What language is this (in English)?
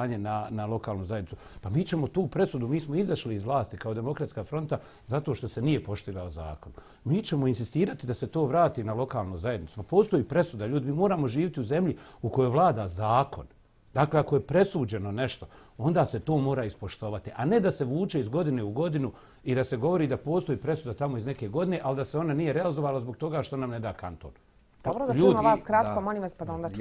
Bosnian